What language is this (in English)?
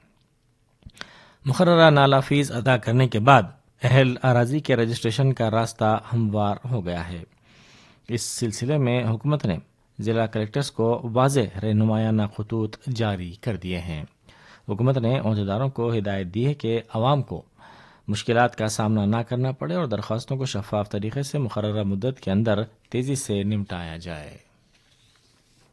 Urdu